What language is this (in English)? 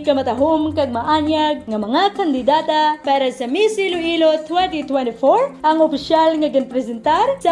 Hiligaynon